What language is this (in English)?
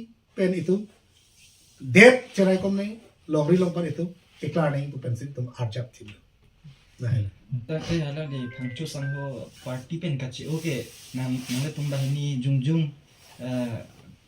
Karbi